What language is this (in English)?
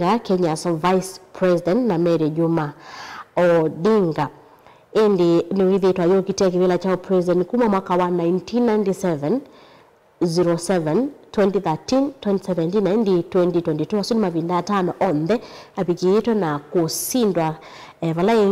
Kamba